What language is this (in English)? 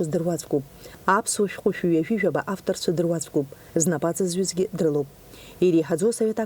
Abkhazian